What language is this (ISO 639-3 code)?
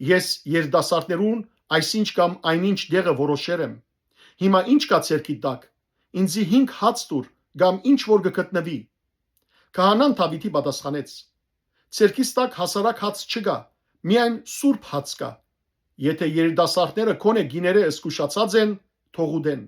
hyw